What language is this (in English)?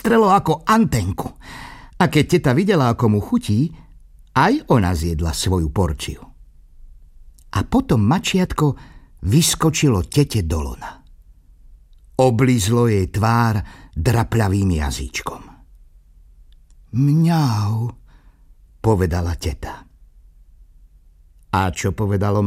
Slovak